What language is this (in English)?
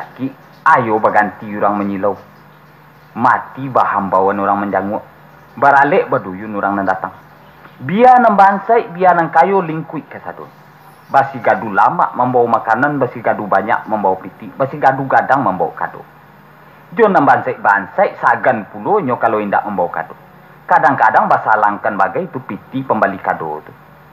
Minangkabau